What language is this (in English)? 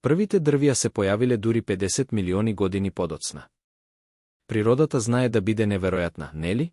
Macedonian